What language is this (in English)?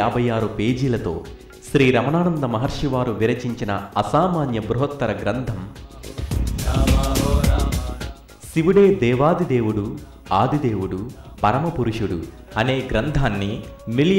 Telugu